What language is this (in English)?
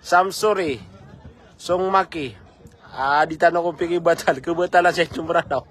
Maranao